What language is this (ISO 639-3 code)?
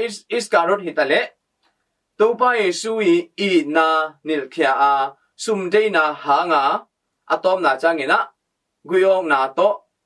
ctd